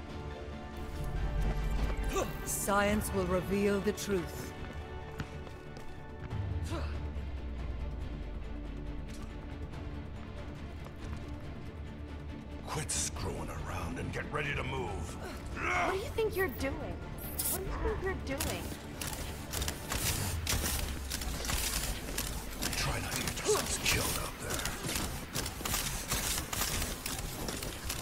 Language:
English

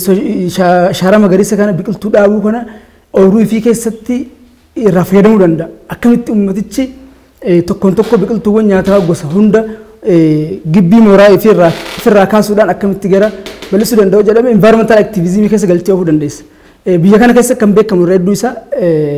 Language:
Oromo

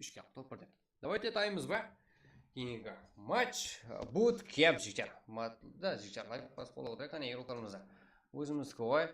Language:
Kara-Kalpak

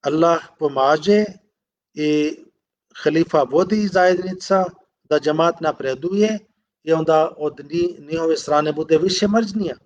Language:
Bosnian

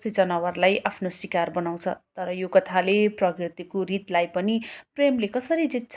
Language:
Nepali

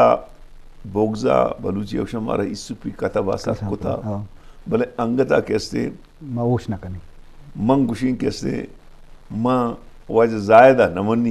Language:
Eastern Balochi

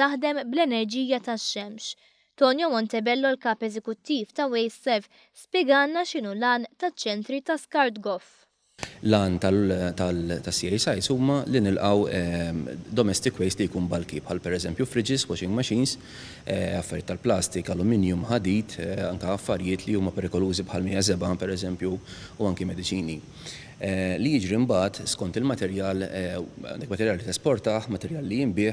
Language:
Maltese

